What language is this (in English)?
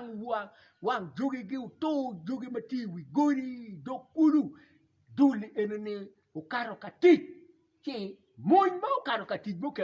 Acoli